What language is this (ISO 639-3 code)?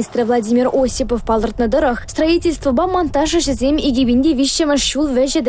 chv